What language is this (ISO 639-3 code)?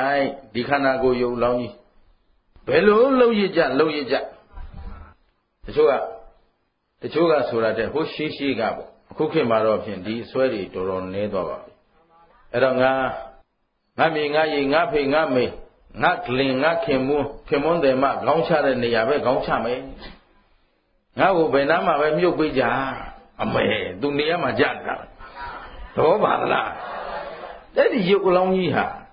mya